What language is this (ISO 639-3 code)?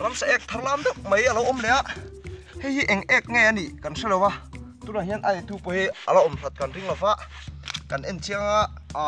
lus